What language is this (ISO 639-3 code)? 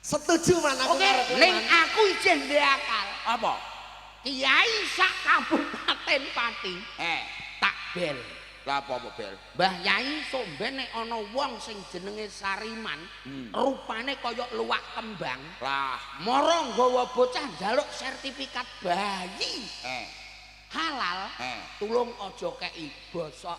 jav